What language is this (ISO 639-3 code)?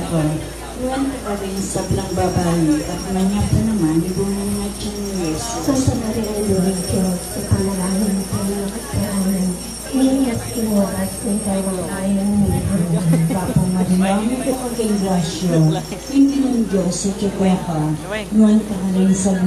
pam